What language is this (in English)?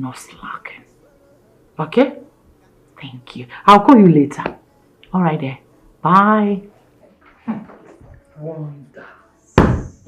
Nigerian Pidgin